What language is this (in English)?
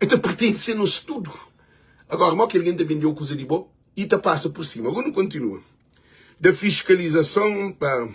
Kabuverdianu